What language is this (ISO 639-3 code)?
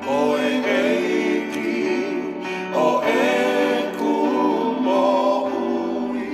ton